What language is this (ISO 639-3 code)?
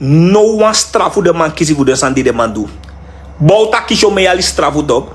srn